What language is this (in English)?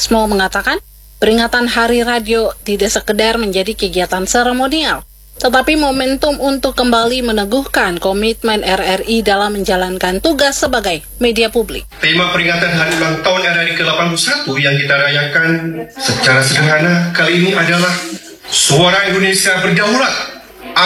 Indonesian